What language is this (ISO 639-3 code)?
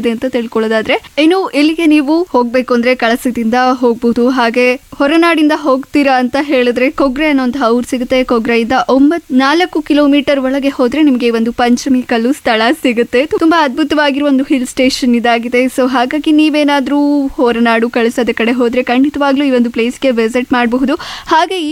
kan